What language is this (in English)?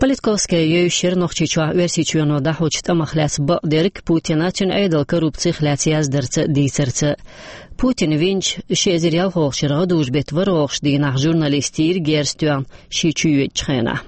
Chechen